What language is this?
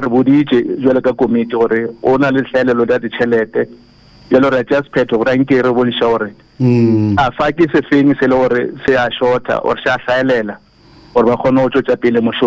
Northern Sotho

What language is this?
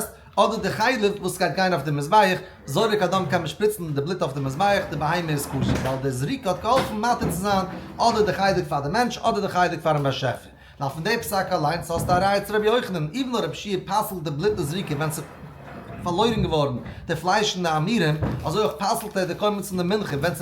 Yiddish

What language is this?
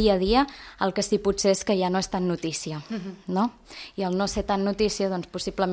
Catalan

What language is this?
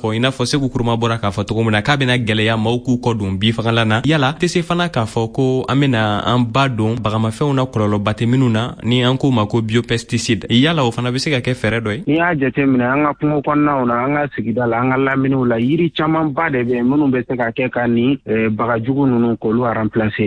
Bambara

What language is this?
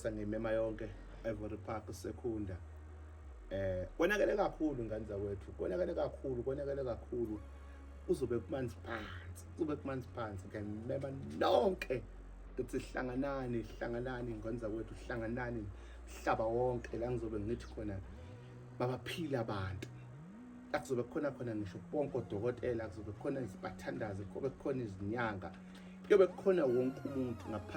Zulu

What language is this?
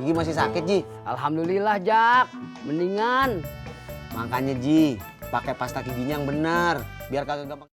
Betawi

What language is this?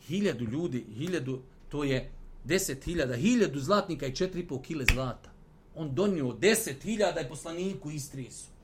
Bosnian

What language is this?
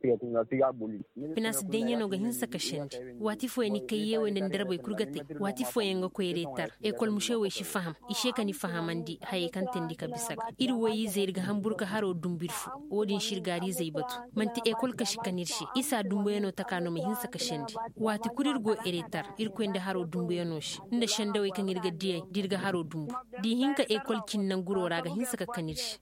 Koyraboro Senni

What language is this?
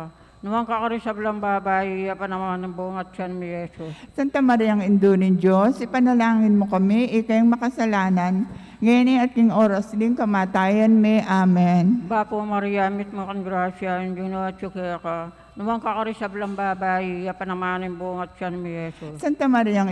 Pampanga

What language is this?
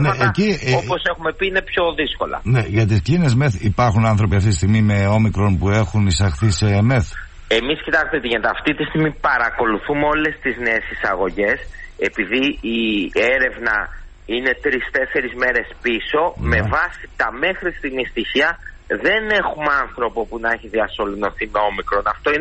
Greek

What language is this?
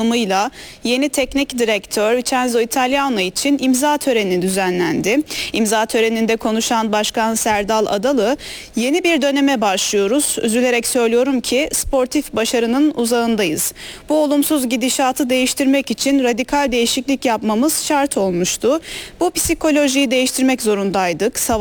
Turkish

